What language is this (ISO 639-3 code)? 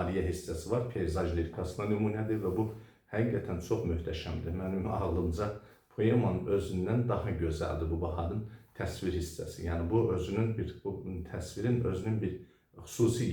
aze